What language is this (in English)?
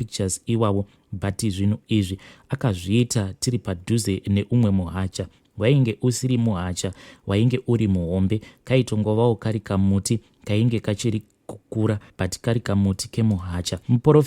Shona